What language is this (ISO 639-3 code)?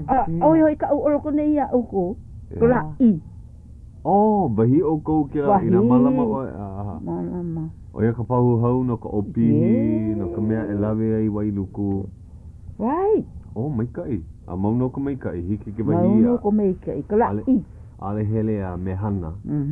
haw